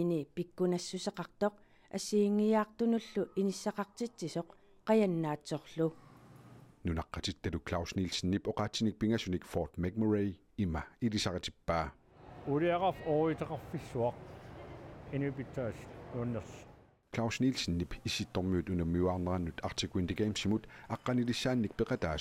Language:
Kalaallisut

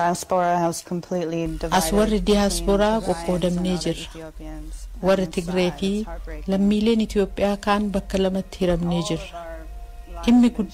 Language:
Oromo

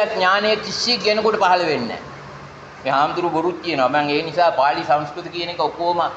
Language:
Sinhala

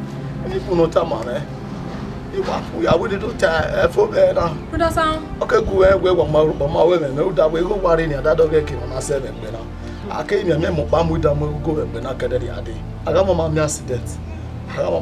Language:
Bini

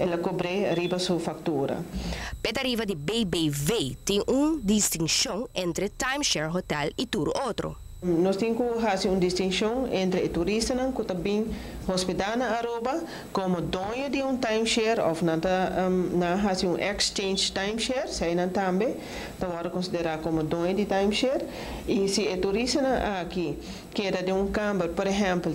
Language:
Papiamento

